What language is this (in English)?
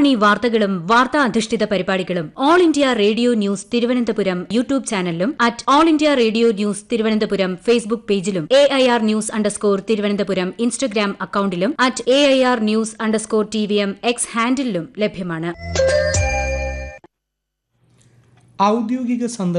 Malayalam